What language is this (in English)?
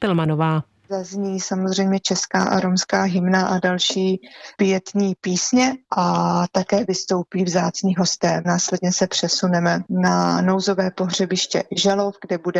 Czech